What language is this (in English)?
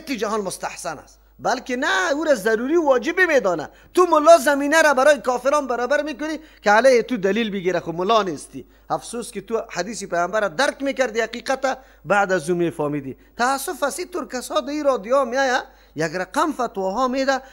Persian